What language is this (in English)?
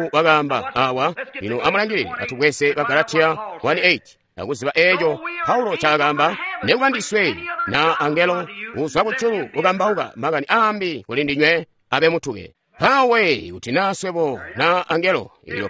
Tonga (Zambia)